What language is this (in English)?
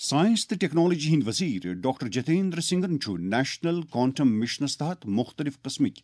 Kashmiri